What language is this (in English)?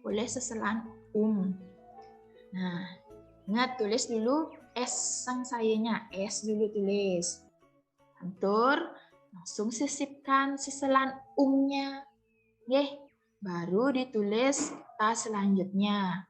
Balinese